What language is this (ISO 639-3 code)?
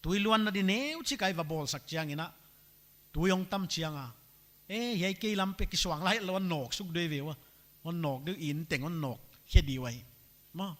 pck